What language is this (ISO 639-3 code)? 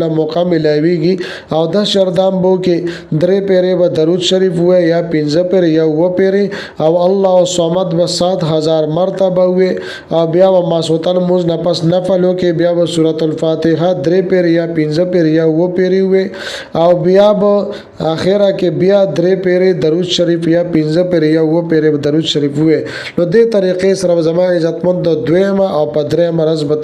pus